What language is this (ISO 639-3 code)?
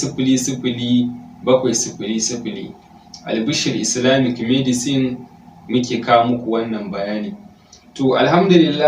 hau